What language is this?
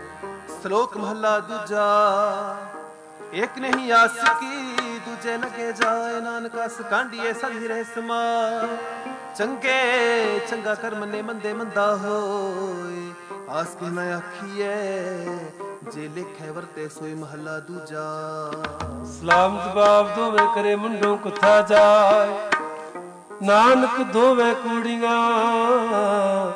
Punjabi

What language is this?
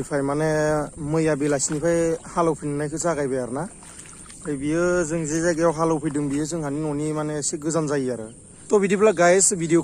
Bodo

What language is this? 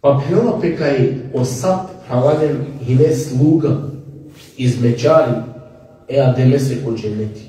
Balkan Romani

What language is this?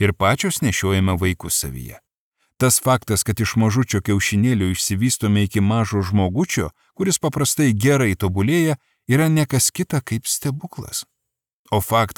Lithuanian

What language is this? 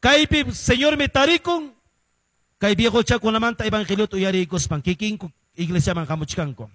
Quechua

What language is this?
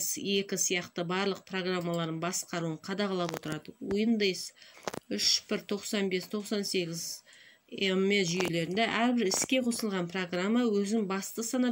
Kazakh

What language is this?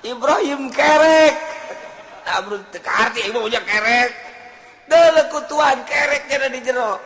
Sundanese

